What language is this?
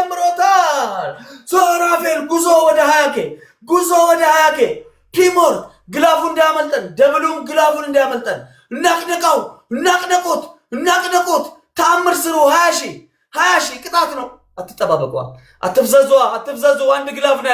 Amharic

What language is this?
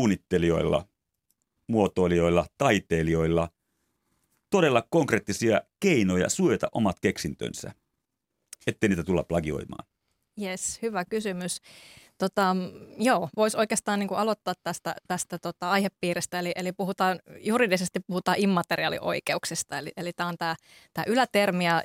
Finnish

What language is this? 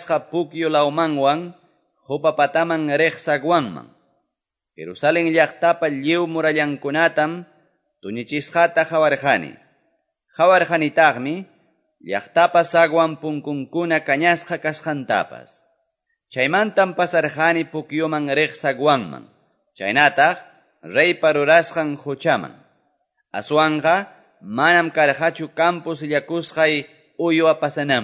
Quechua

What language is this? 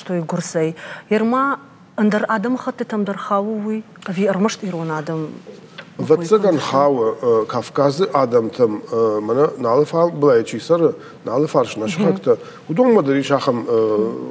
Ossetic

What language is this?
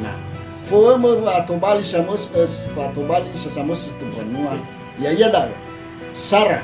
Nias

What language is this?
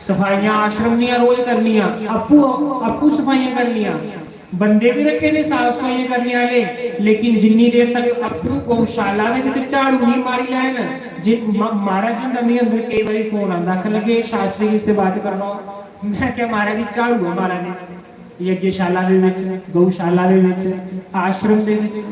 Dogri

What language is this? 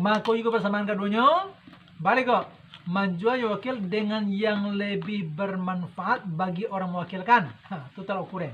Minangkabau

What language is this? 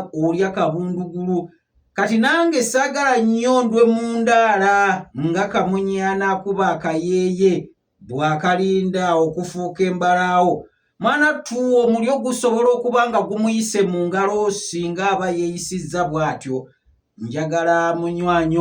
Ganda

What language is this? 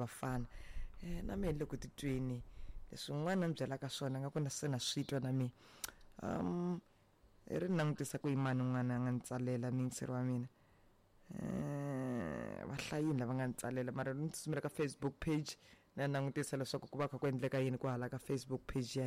Tsonga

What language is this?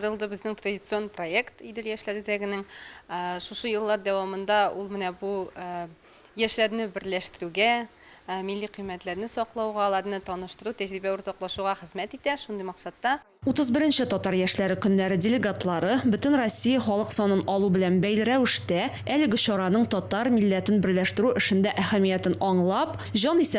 Tatar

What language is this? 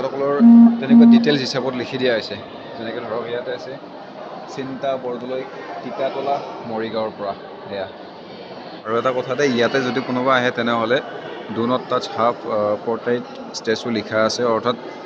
Assamese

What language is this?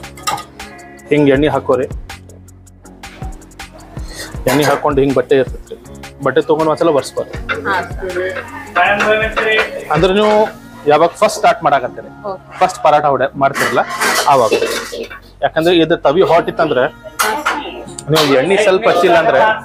Kannada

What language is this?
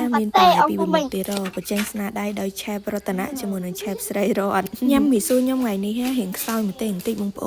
Khmer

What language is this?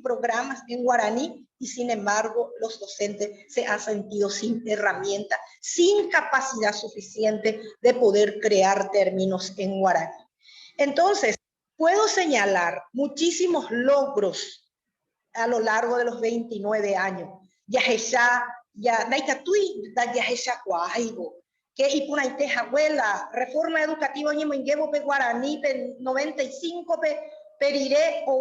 Guarani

